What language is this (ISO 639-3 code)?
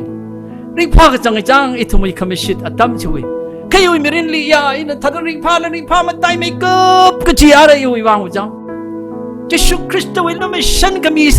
nmf